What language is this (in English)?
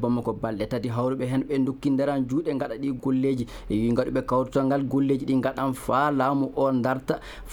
Maasina Fulfulde